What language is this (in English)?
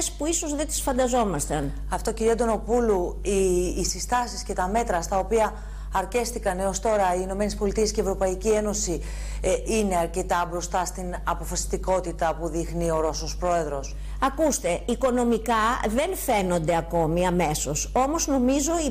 Greek